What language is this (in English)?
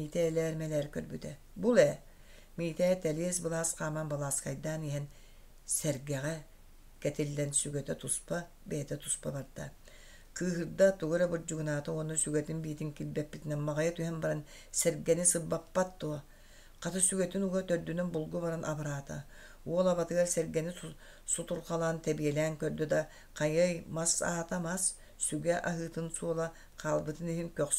Yakut